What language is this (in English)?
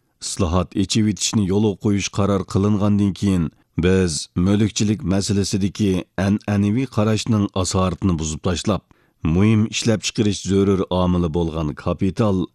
Uyghur